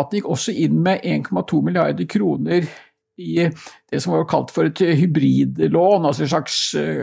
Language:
Norwegian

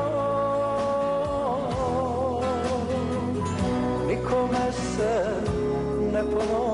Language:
Bosnian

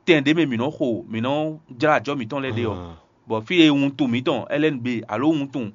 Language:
Fon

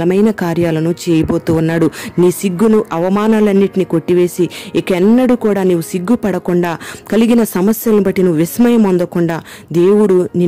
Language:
Telugu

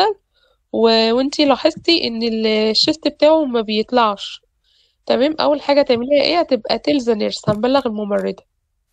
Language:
Egyptian Arabic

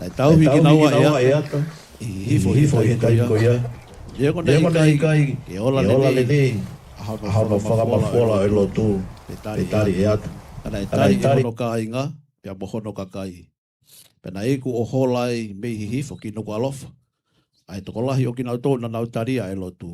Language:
Tongan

